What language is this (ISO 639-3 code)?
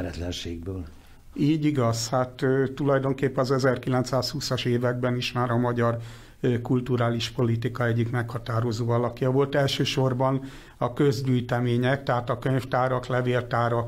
hun